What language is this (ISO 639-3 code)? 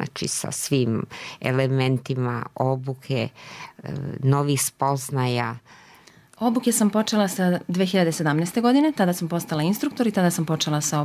srp